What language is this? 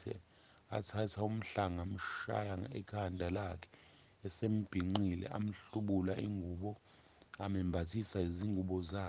Zulu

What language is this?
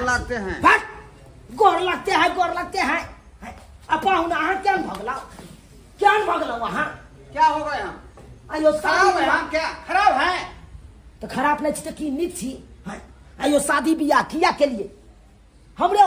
Maithili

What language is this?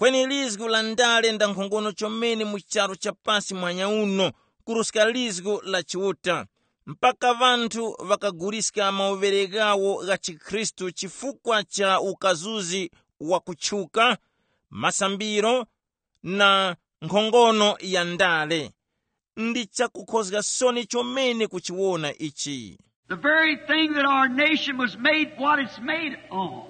Tumbuka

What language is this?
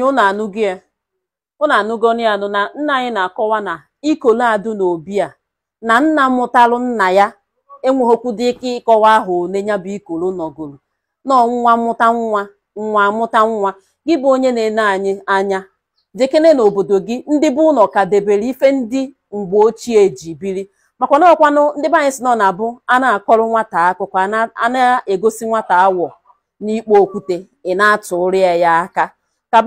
Igbo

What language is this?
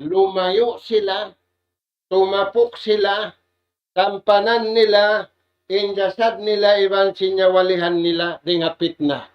Tausug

